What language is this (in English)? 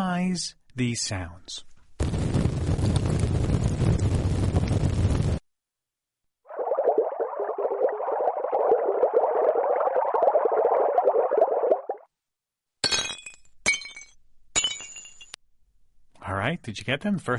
English